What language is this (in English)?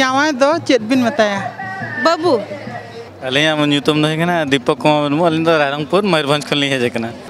Santali